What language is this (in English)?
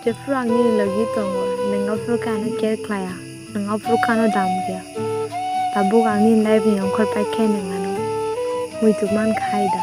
Kok Borok